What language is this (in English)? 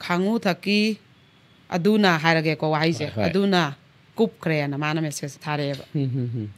Manipuri